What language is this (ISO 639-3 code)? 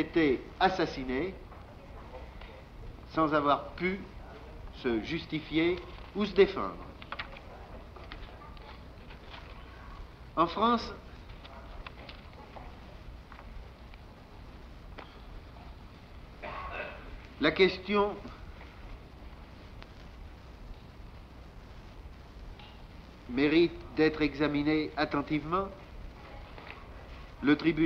fra